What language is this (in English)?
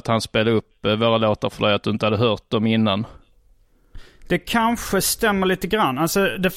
Swedish